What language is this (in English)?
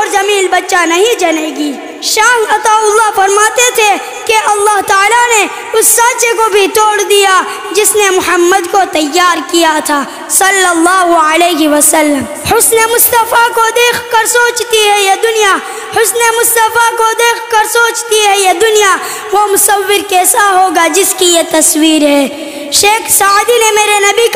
Urdu